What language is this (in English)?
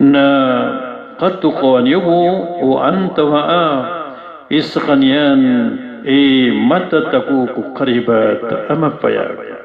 Maranao